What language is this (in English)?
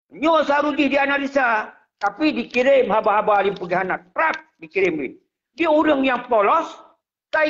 Achinese